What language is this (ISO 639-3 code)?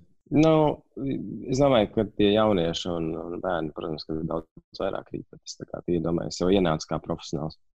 lav